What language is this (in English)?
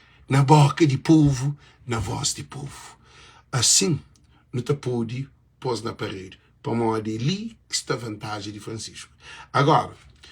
Kabuverdianu